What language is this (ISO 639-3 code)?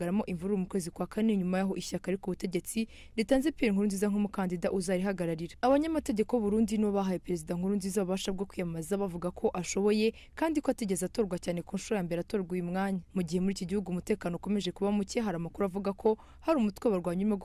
kin